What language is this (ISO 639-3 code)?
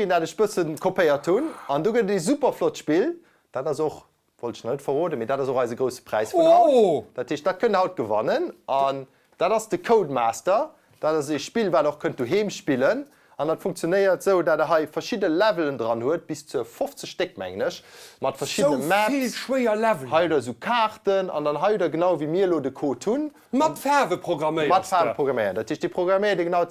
ltz